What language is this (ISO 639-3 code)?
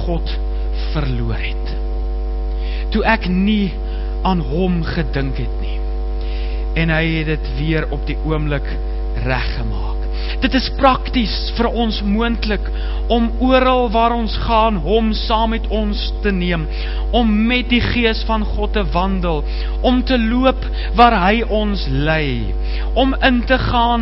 afr